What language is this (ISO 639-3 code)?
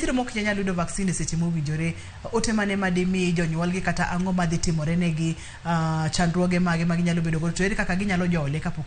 luo